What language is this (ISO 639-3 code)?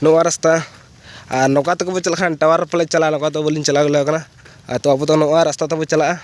sat